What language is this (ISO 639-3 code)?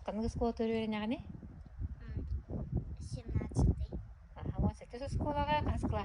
sah